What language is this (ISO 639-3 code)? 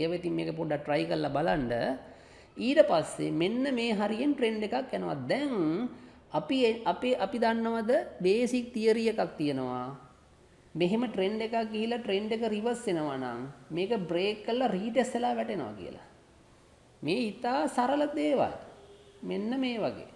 sin